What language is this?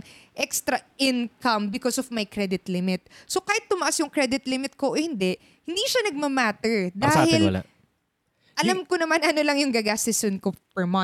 Filipino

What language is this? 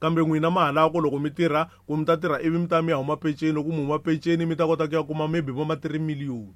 Tsonga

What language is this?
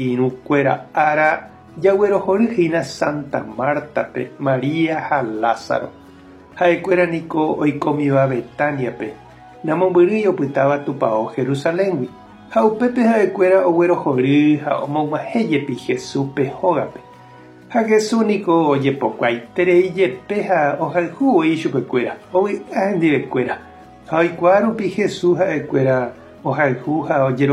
Guarani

